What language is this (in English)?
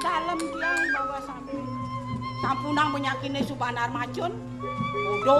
Balinese